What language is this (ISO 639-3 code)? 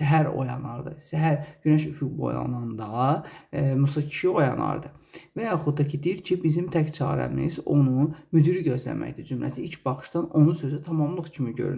aze